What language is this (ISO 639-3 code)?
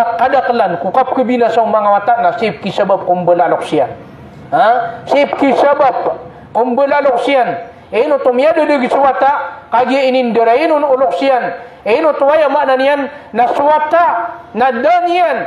mrw